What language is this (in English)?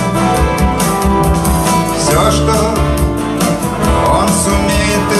Russian